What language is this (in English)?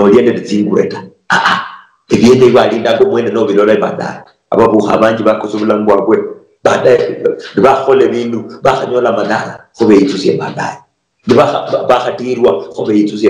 Luyia